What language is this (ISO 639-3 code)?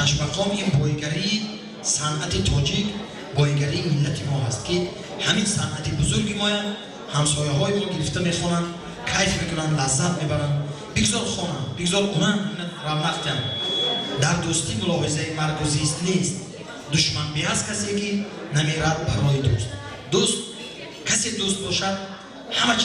tgk